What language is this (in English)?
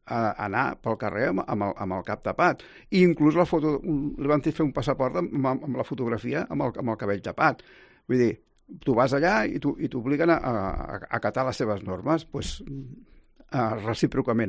Catalan